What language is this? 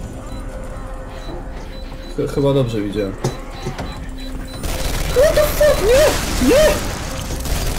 Polish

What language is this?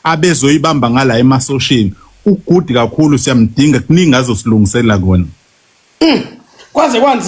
Zulu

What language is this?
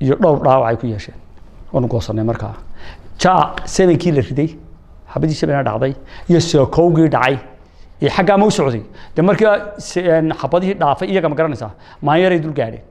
Somali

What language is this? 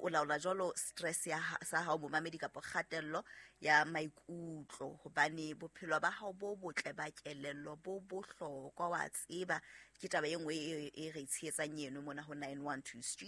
Southern Sotho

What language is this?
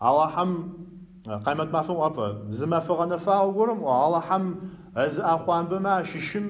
Adyghe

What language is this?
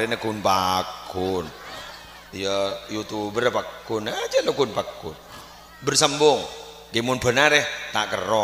Madurese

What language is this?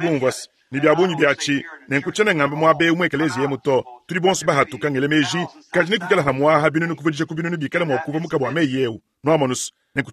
Luba-Lulua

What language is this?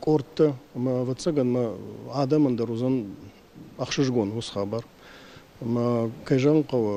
Ossetic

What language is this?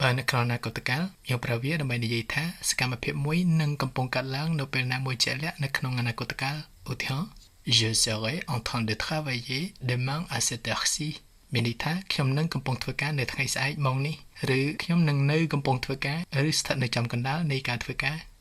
Khmer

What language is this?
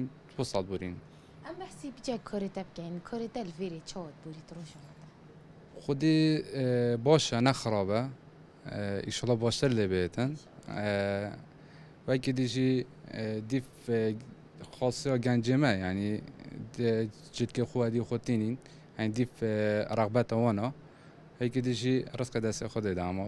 Kurdish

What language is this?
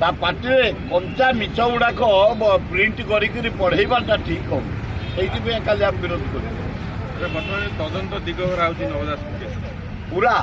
Odia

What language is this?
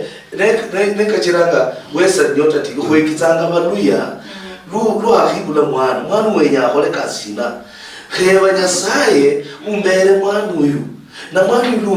Luyia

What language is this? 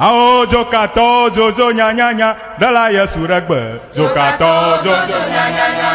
Ewe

